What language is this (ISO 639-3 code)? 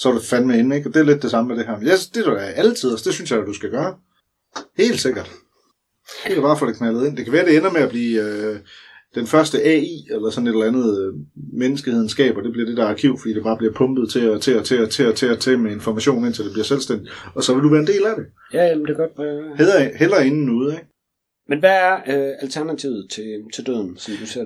dan